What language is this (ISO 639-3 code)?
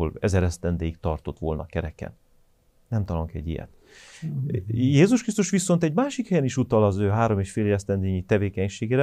hun